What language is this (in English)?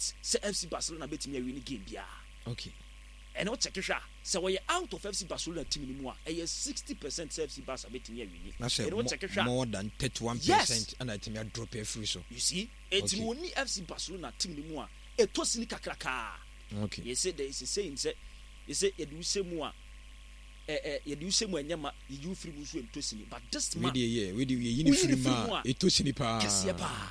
Akan